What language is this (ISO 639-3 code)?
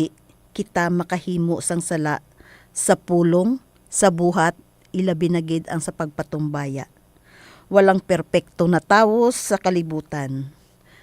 hil